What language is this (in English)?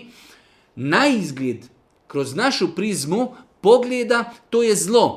Bosnian